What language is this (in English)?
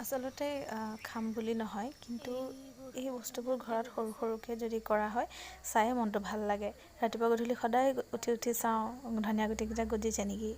Assamese